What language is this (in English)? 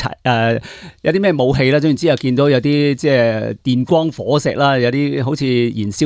Cantonese